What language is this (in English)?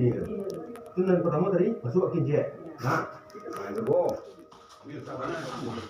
Minangkabau